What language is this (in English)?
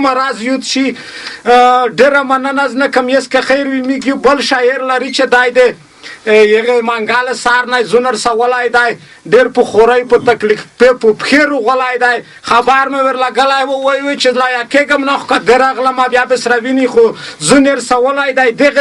Pashto